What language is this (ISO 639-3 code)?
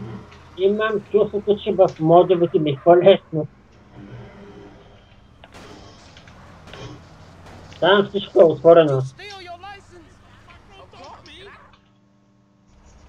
bul